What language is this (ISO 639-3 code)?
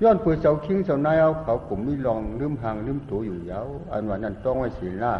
shn